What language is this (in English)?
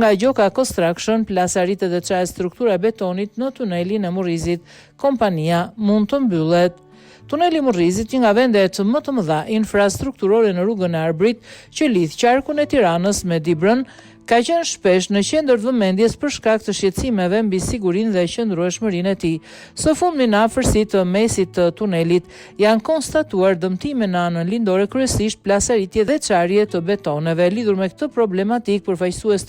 Albanian